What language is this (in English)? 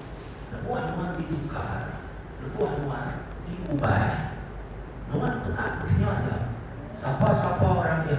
Iban